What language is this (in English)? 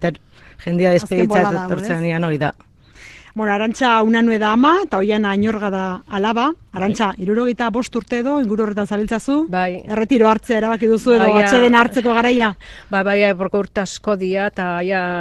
Basque